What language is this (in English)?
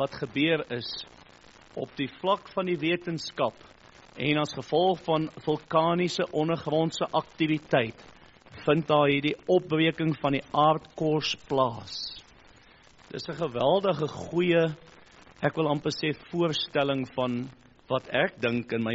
Afrikaans